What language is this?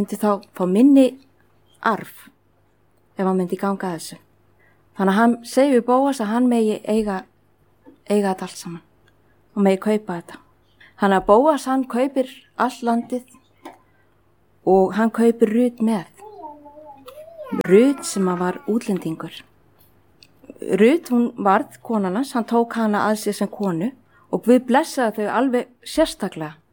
Icelandic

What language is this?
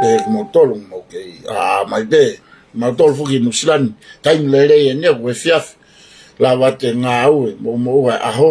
Tongan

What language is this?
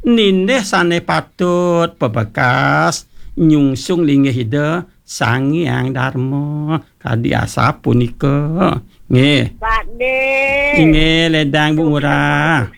Balinese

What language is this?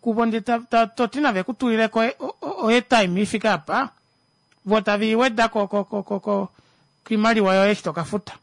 Kuanyama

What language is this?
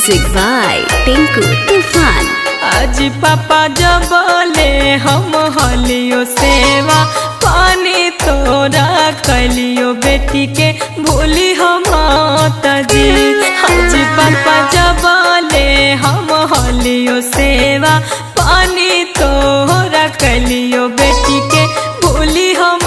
Magahi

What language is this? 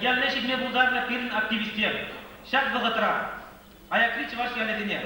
Chuvash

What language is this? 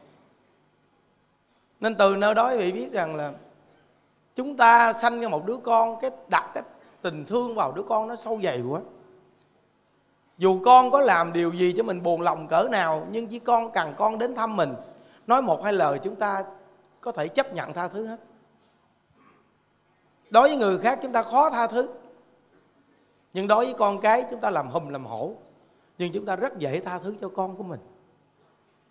Vietnamese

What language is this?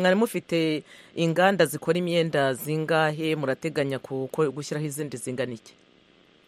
Kinyarwanda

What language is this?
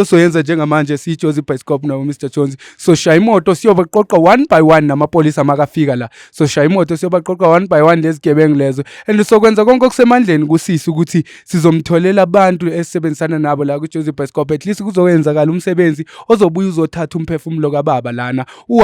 Zulu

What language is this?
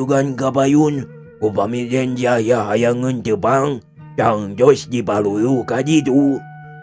Sundanese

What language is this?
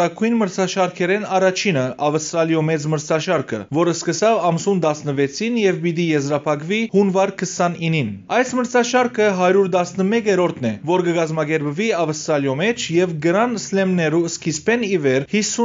Western Armenian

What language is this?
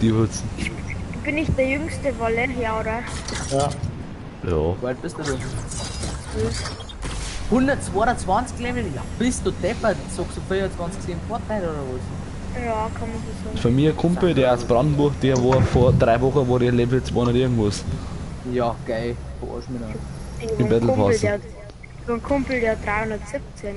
Bavarian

